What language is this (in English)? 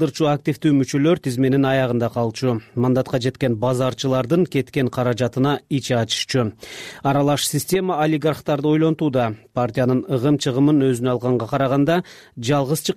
Kyrgyz